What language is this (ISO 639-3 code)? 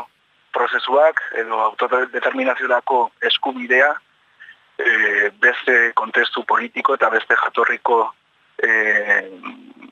eus